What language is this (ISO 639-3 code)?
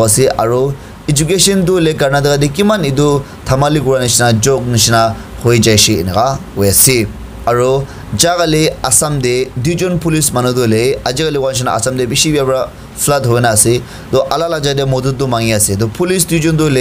nag